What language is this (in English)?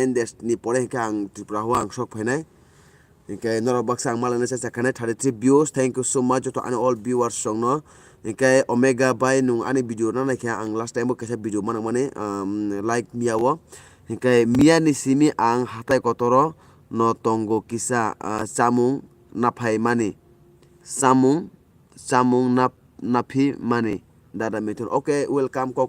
Kok Borok